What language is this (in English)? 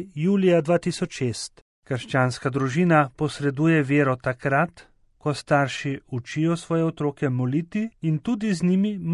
Slovenian